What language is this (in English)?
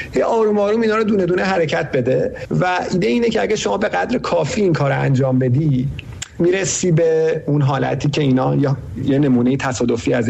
Persian